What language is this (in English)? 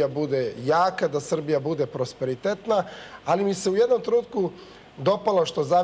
Serbian